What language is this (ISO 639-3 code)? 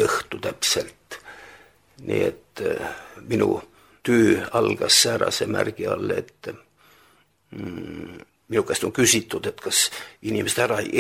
est